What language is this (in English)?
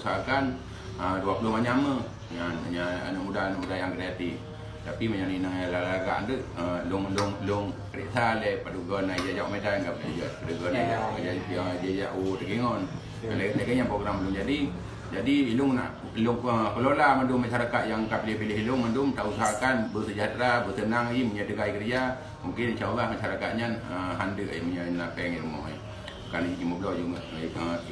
Achinese